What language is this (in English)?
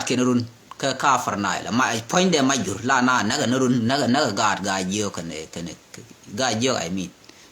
Nuer